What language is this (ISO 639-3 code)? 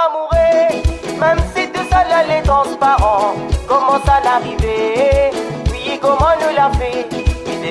rcf